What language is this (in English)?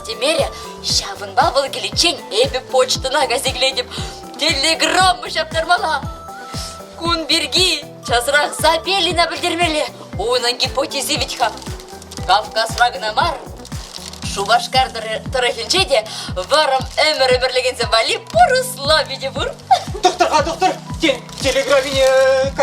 Chuvash